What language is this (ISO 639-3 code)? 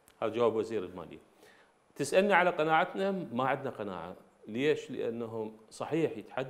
acm